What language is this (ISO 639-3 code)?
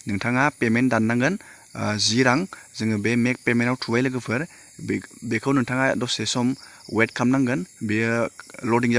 brx